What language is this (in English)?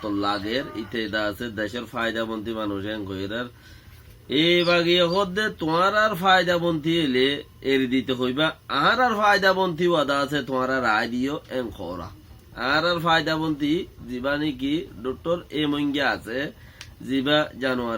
Rohingya